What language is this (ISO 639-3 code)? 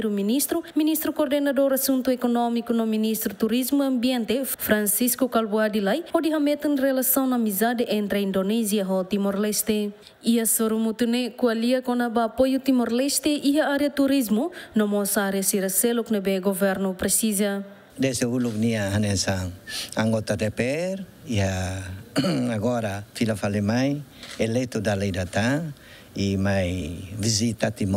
tet